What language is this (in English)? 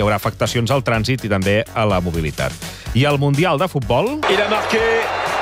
Catalan